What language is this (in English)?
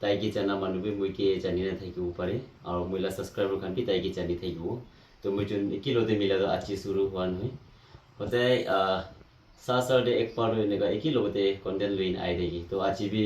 Naga Pidgin